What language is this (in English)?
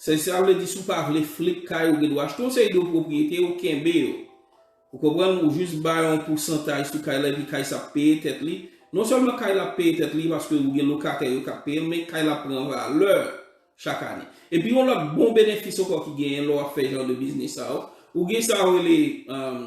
Haitian Creole